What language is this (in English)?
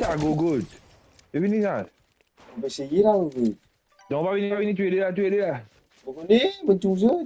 Morisyen